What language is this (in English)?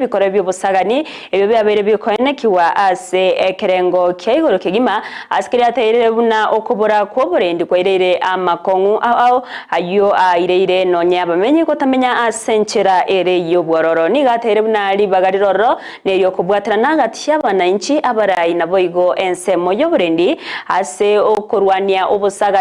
Gusii